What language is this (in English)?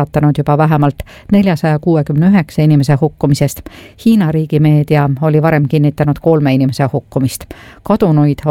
Estonian